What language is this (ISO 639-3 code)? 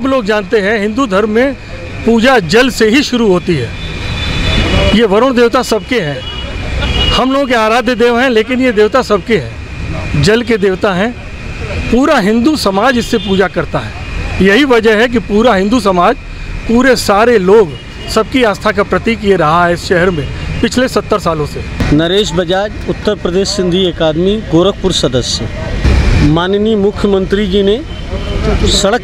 hin